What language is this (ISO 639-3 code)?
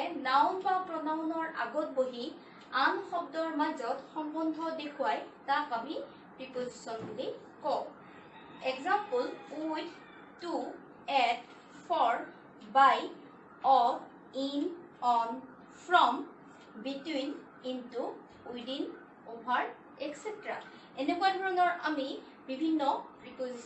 asm